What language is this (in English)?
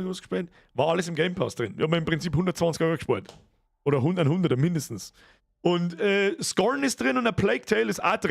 Bavarian